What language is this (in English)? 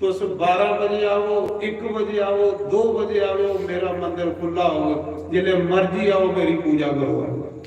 Dogri